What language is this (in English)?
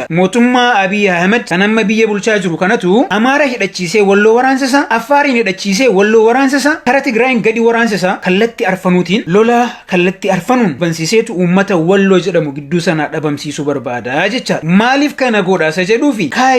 Oromo